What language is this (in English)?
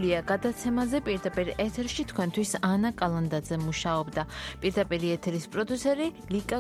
Georgian